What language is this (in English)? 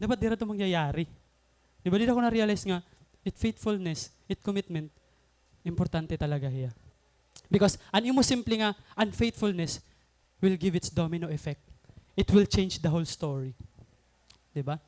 Waray